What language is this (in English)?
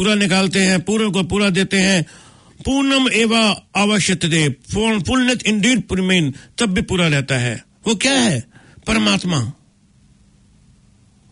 Hindi